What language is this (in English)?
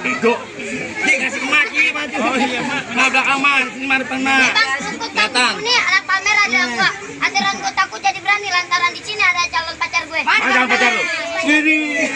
Betawi